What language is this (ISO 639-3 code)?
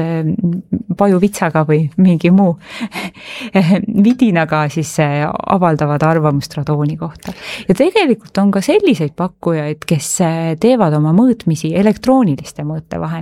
est